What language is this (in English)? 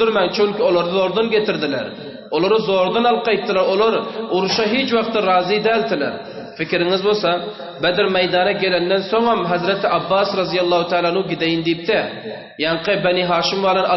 Turkmen